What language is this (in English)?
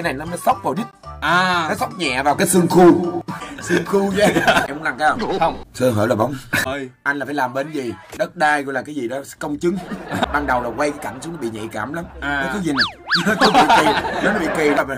Vietnamese